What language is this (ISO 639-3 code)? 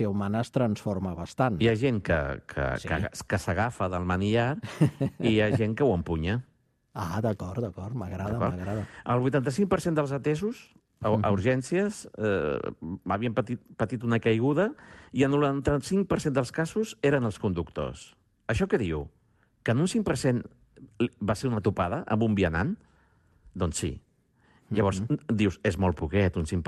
cat